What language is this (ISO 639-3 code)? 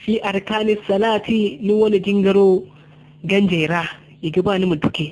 dje